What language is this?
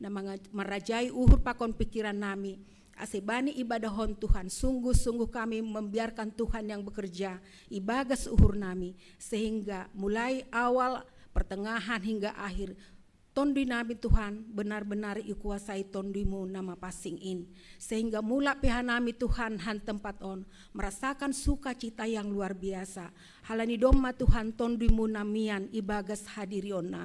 Batak Simalungun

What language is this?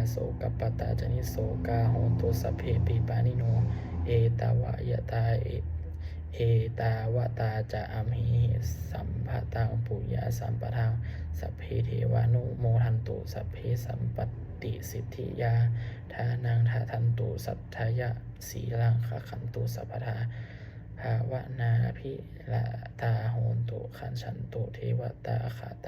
Pali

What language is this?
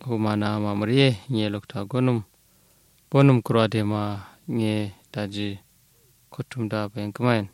Kanuri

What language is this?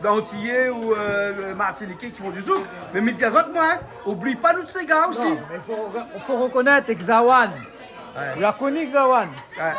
Réunion Creole French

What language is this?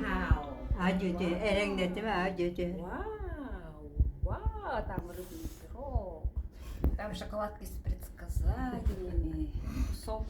Yakut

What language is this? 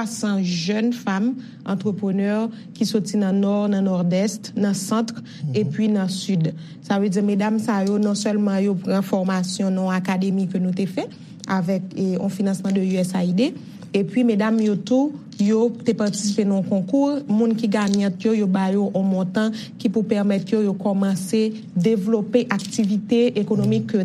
Haitian Creole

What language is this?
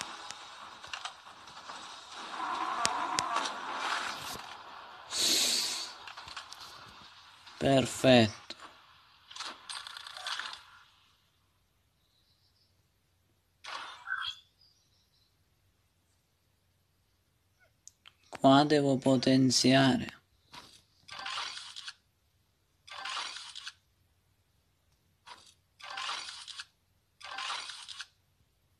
Italian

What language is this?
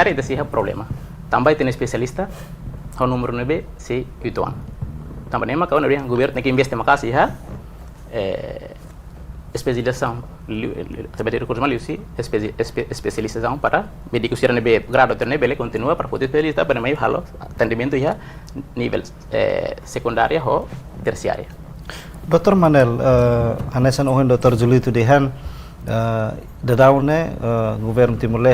Tetum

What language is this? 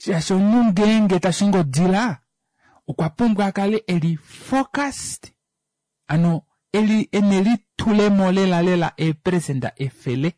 Kuanyama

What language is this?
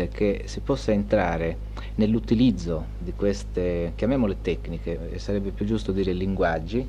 Italian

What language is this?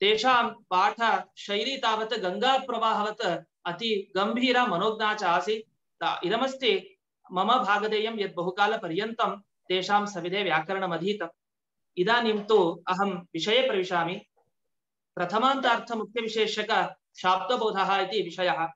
Sanskrit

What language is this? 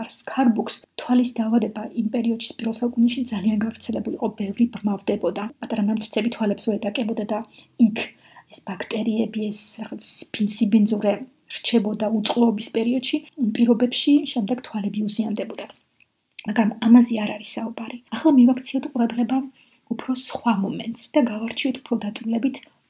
Georgian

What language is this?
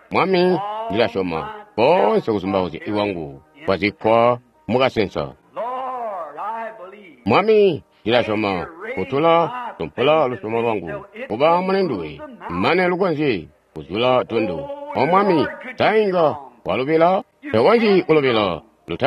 Tonga (Zambia)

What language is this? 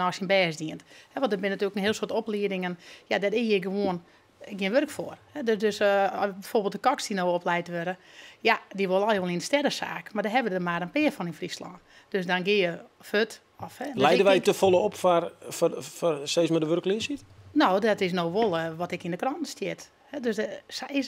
Western Frisian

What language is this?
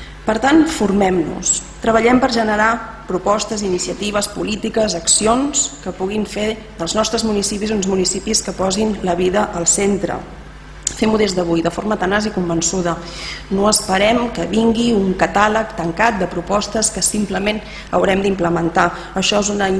Catalan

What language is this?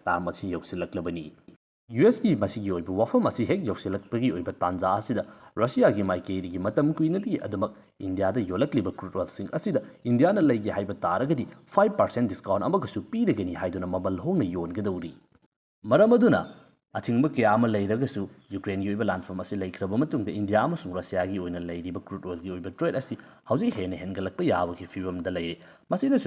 Manipuri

